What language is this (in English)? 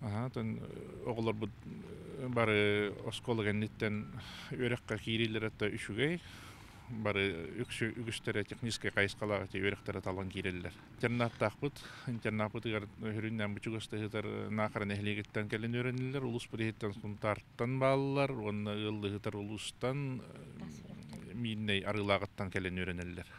Yakut